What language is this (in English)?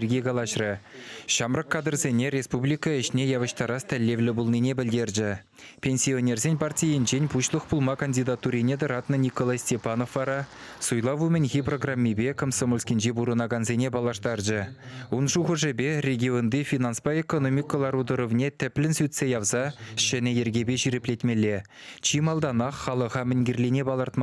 Chuvash